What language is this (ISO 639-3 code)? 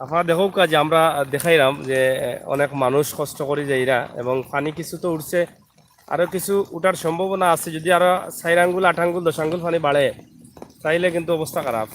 syl